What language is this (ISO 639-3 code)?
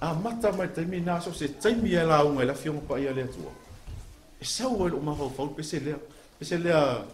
smo